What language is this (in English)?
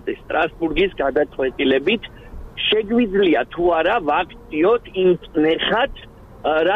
Georgian